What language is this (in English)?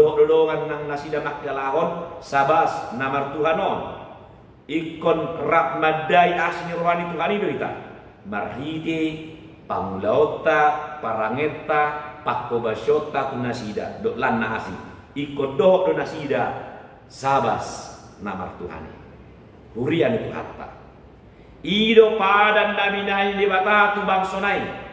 Batak Toba